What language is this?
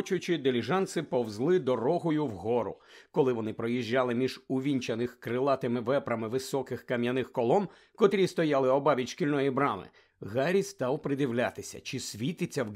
Ukrainian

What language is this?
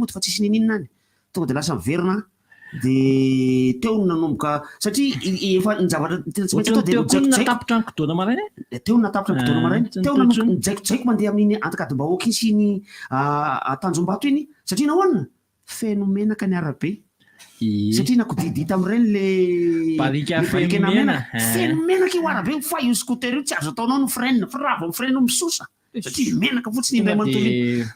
Malagasy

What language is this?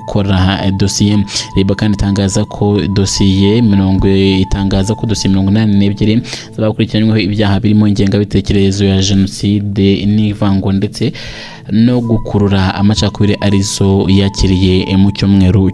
Kinyarwanda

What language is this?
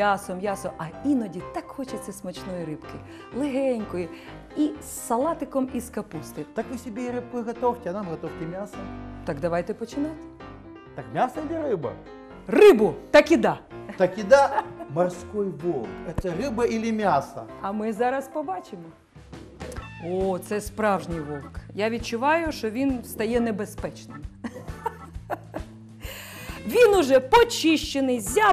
Ukrainian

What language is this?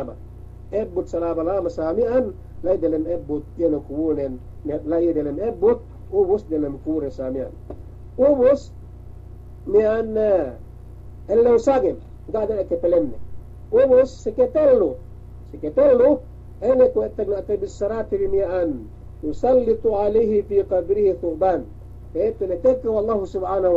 Yakan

